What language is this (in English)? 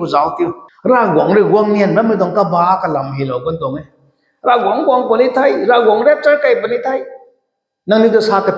Rongmei Naga